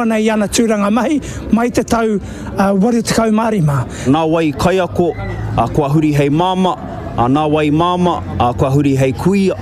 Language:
Māori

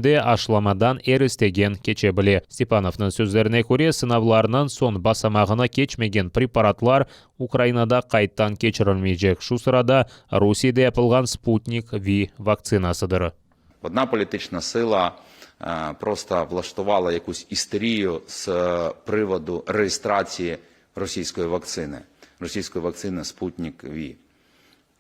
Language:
Crimean Tatar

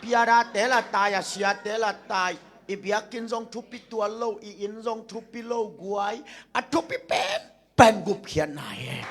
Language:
Tedim Chin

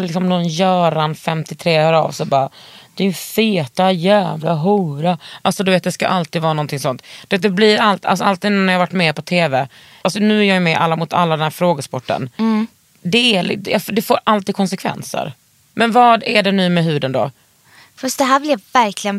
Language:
Swedish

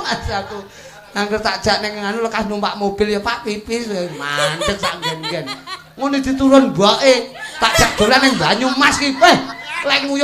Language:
Javanese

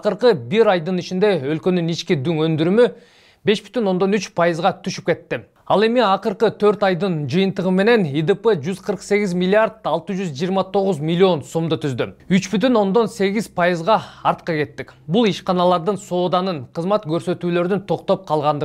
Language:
Kyrgyz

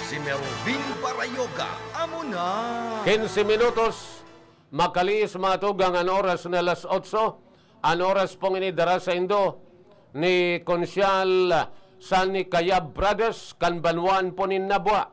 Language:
Bikol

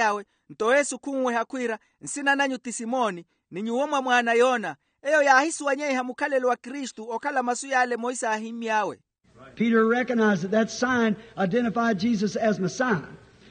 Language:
Makhuwa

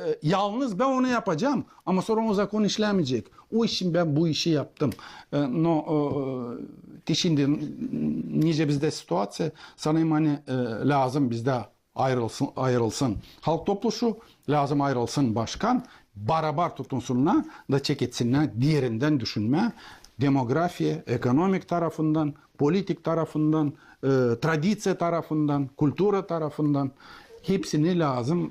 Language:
Gagauz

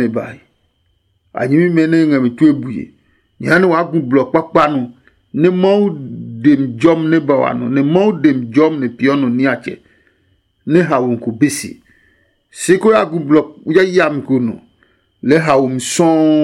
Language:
Adangme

